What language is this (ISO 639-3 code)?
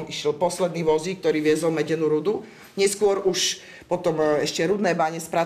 slk